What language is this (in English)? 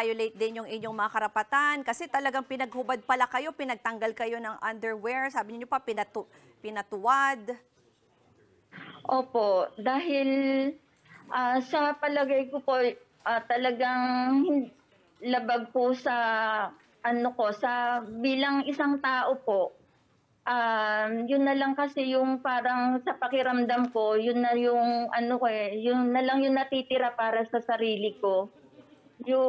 Filipino